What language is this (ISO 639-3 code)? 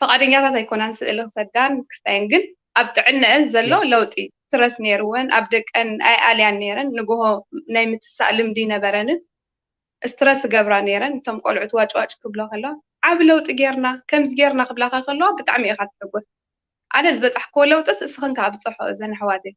tir